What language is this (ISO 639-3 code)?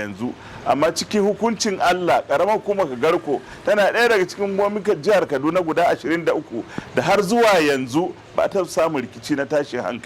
hau